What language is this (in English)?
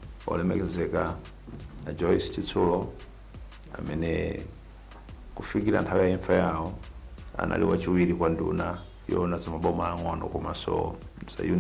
Nyanja